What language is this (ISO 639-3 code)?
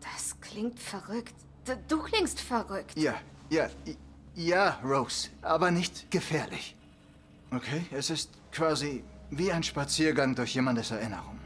bar